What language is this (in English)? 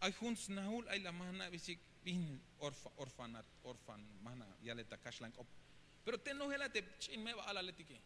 Tzeltal